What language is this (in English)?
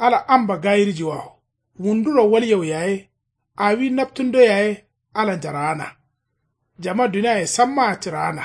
Kanuri